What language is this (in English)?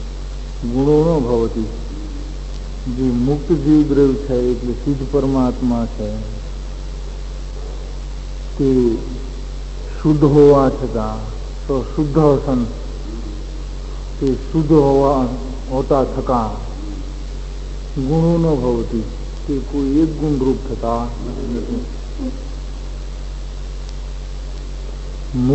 Gujarati